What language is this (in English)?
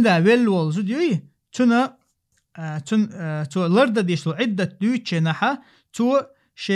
Chechen